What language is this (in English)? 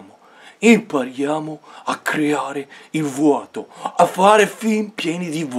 Italian